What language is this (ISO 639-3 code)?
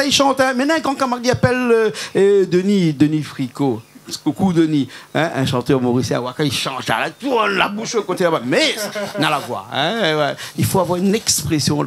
rcf